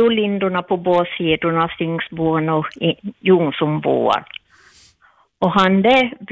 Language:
Swedish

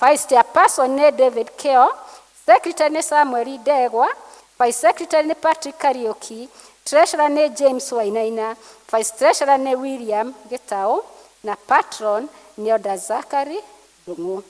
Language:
Kikuyu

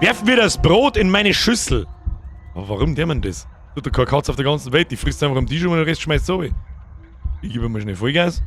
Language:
Bavarian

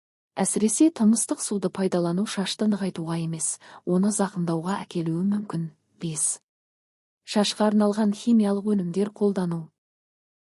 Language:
Kazakh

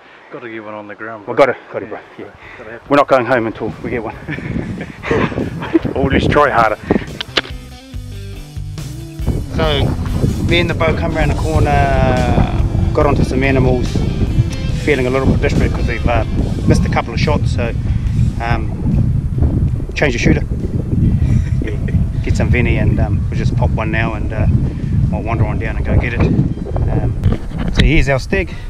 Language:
English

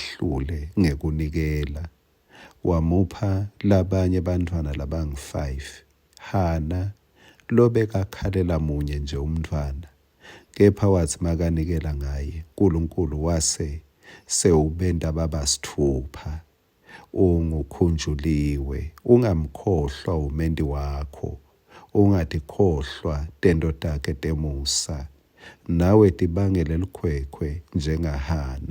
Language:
Swati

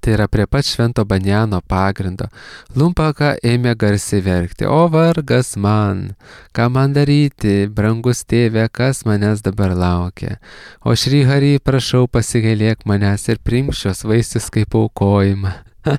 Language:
Lithuanian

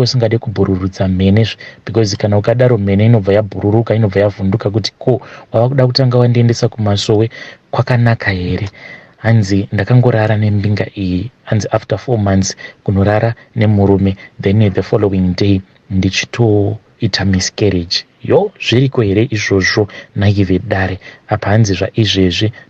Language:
Shona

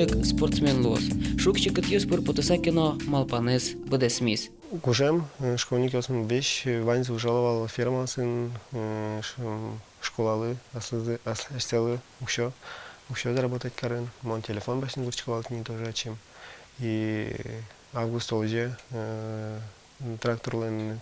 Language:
Udmurt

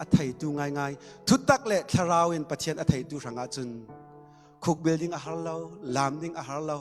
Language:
Falam Chin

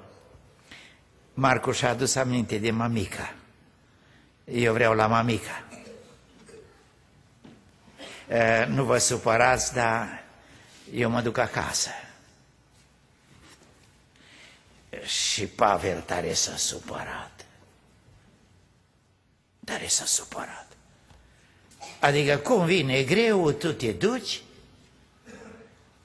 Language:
Romanian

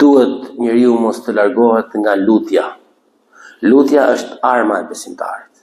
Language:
Albanian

